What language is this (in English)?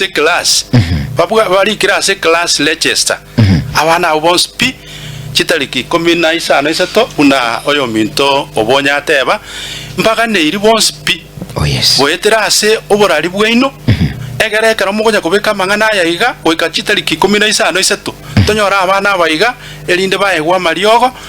Gusii